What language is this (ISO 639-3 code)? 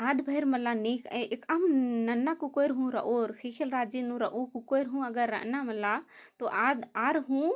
kru